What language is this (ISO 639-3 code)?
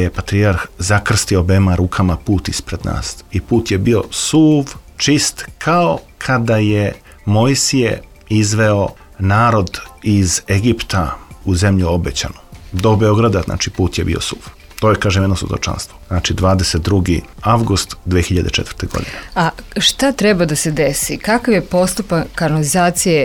srp